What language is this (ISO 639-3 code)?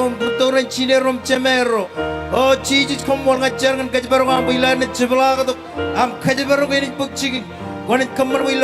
mah